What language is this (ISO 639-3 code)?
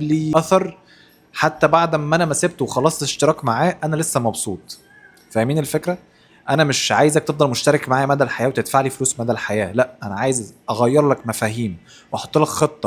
arz